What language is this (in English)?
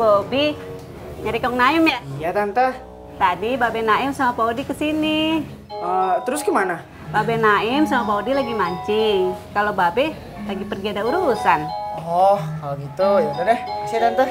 Betawi